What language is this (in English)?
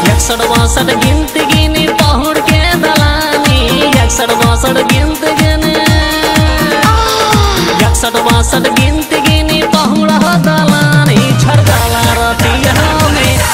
Bhojpuri